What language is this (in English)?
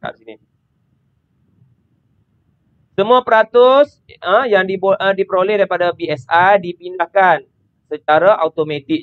Malay